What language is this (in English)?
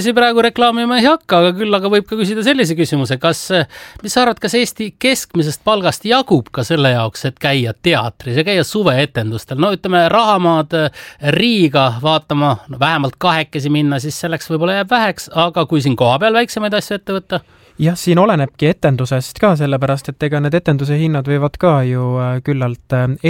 Estonian